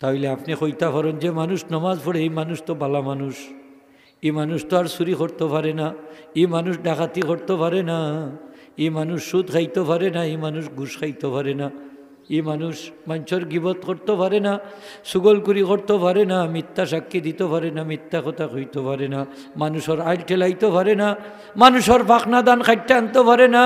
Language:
Sylheti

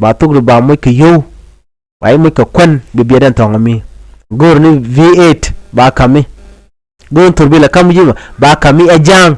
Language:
Nuer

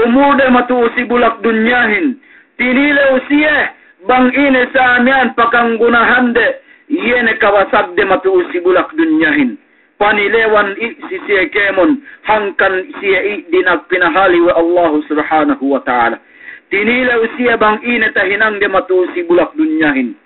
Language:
Yakan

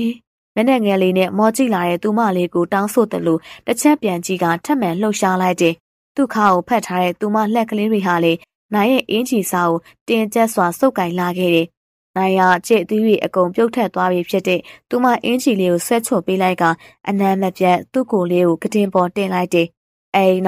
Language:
Burmese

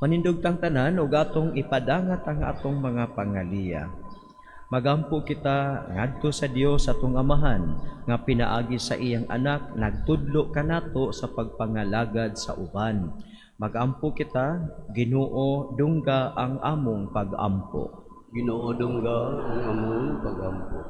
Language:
Cebuano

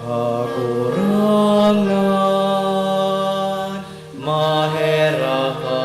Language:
Bikol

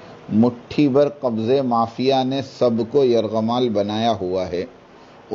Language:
Urdu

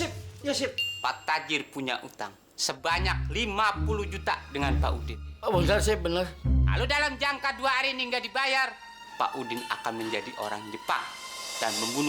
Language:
Betawi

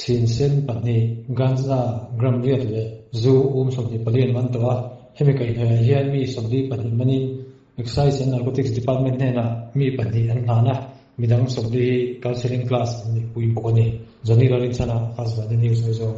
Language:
Mizo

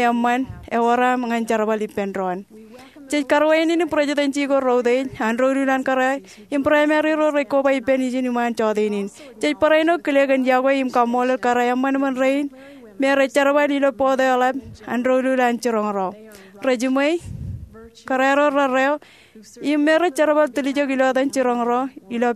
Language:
Marshallese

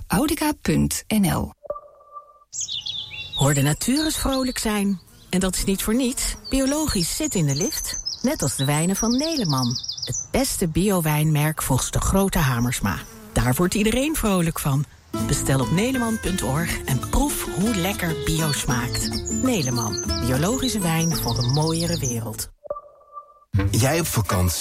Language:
Dutch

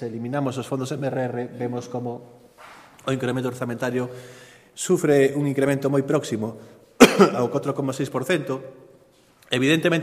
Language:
Galician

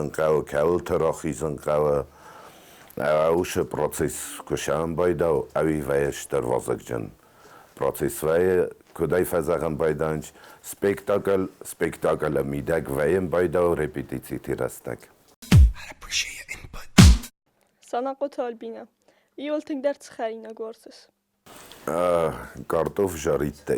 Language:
Ossetic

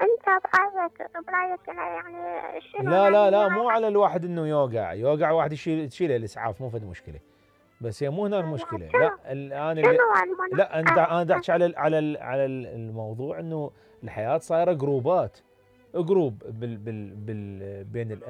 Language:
Mesopotamian Arabic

